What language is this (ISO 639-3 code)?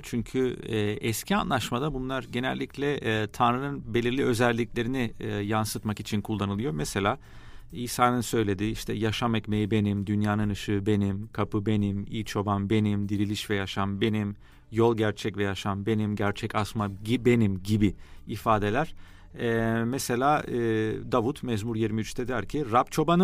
tur